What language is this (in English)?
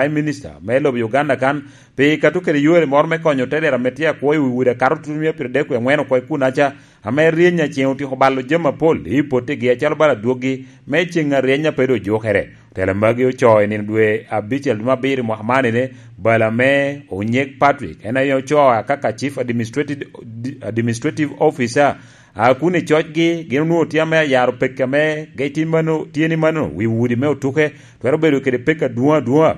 Lango (Uganda)